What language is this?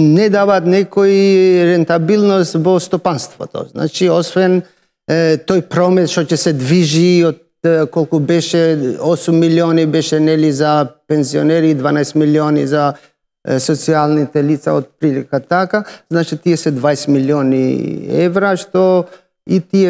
Macedonian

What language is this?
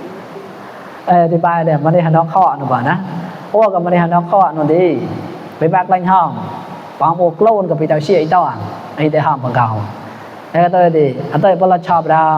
Mon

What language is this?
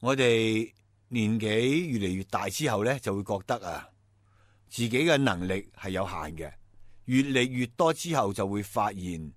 Cantonese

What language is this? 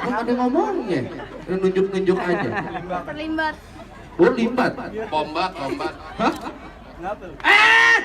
Betawi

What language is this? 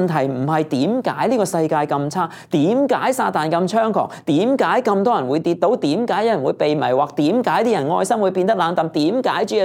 Cantonese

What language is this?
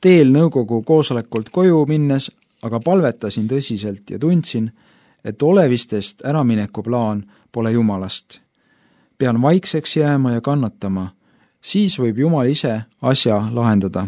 Estonian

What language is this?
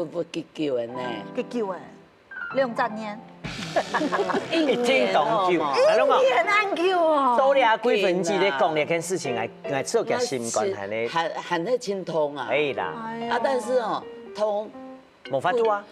Hakka Chinese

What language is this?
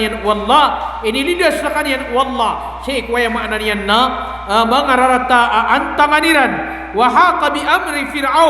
Maranao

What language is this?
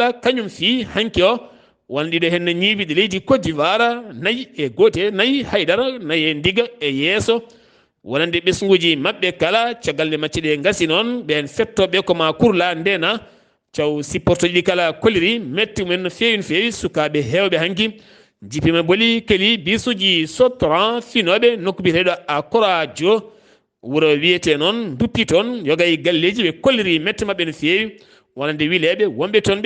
Fula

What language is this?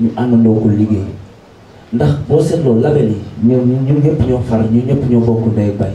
Wolof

